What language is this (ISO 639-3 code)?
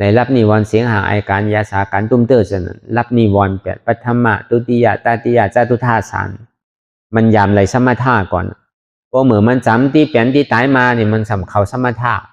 shn